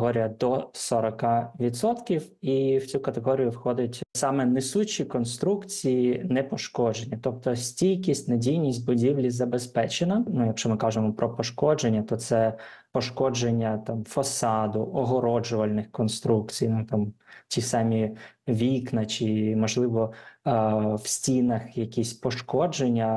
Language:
Ukrainian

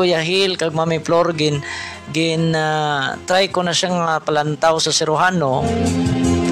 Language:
Hiligaynon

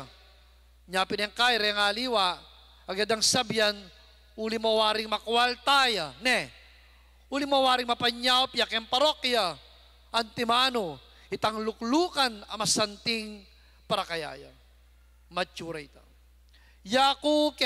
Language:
Pampanga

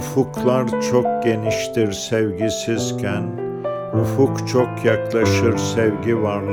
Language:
Turkish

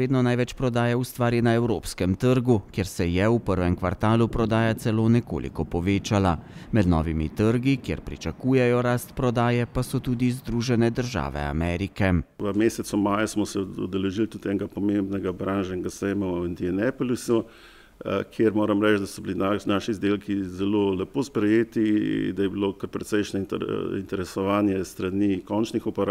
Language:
Slovenian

